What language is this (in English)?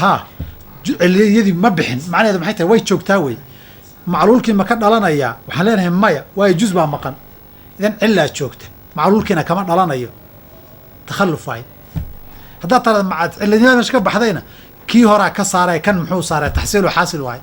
Somali